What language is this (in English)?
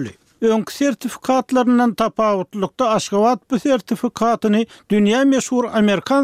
Turkmen